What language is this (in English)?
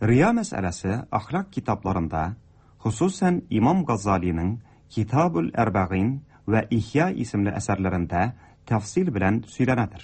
Tatar